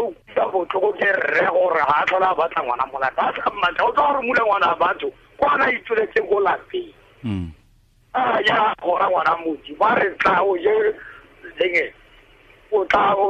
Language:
Tswana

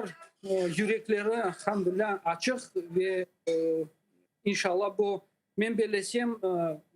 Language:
Crimean Tatar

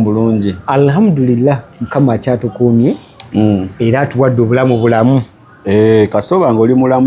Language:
Ganda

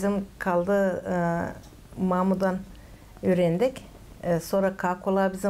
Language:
Gagauz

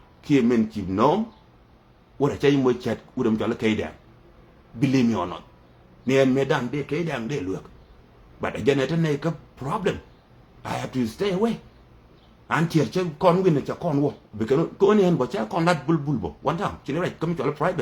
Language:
Nuer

